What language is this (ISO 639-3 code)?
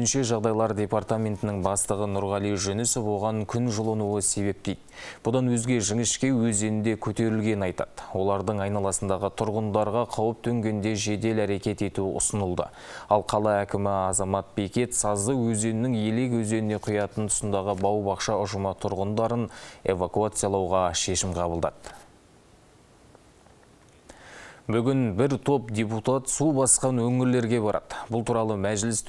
kaz